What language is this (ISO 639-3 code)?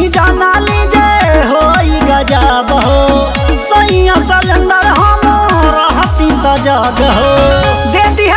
bho